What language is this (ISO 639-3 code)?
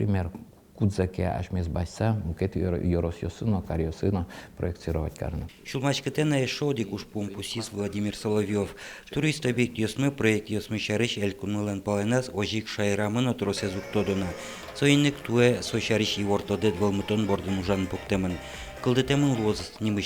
udm